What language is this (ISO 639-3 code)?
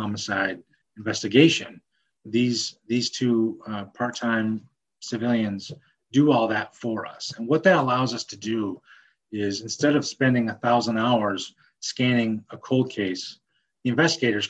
eng